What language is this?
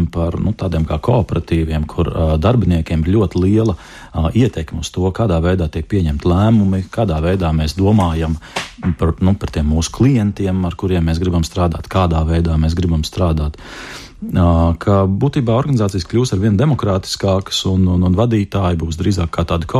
Latvian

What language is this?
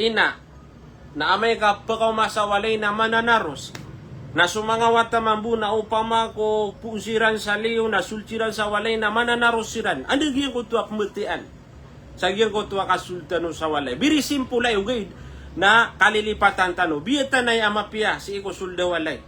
Maranao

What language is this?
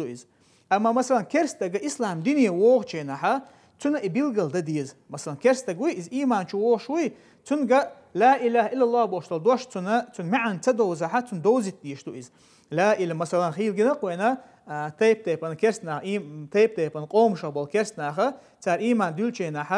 Chechen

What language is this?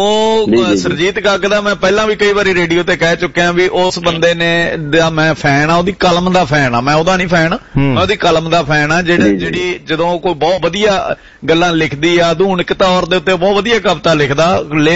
Punjabi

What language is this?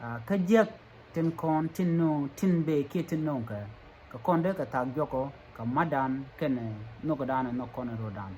Nuer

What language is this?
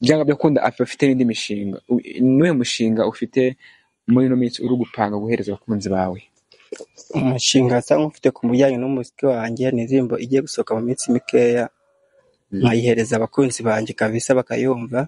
Kinyarwanda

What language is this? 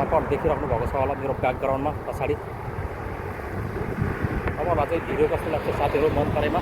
Nepali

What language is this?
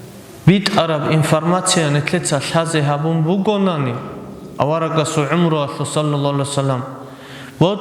Avaric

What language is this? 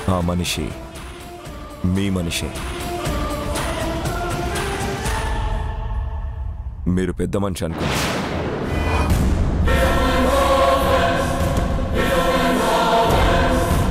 Telugu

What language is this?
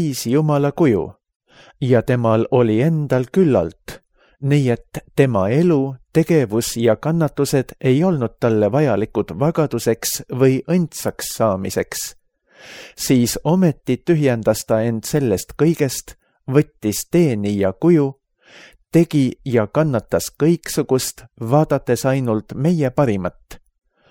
Estonian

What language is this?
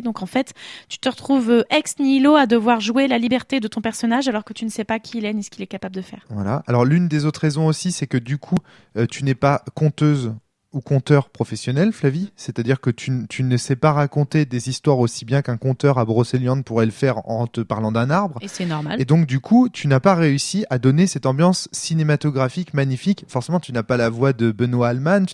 French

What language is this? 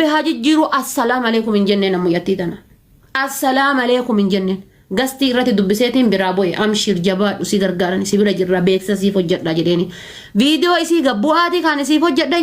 Oromo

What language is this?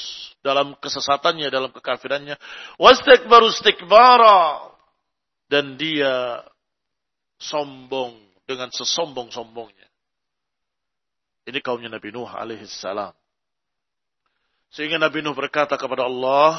Indonesian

